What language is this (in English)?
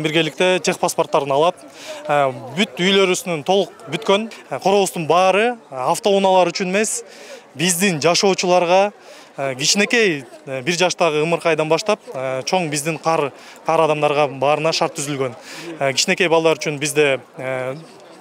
Kyrgyz